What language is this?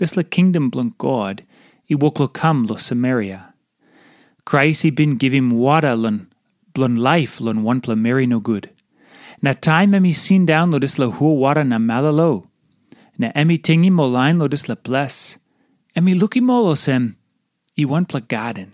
Tok Pisin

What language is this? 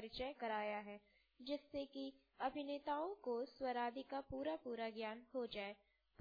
Hindi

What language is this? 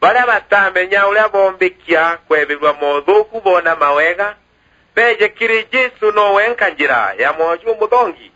Meru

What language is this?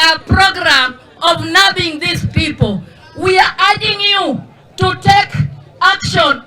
Luo (Kenya and Tanzania)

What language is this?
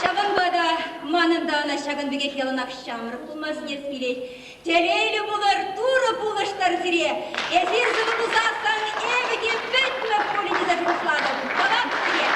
Chuvash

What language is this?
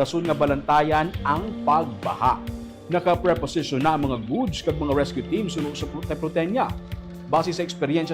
Hiligaynon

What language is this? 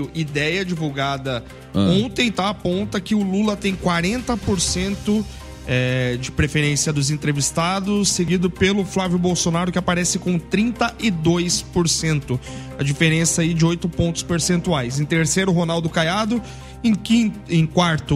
Portuguese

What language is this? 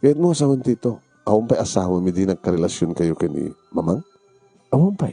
Iloko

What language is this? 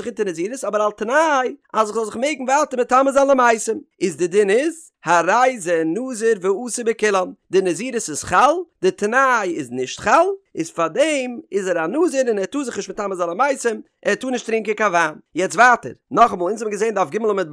Yiddish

